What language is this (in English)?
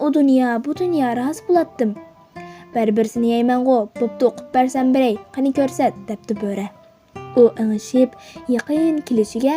Uyghur